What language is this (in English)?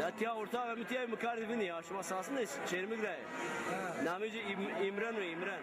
Zaza